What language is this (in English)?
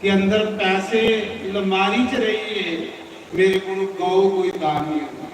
Dogri